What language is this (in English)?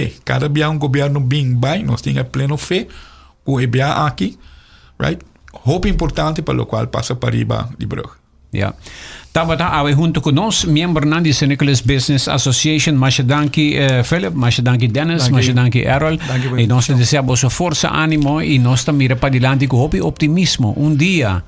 Papiamento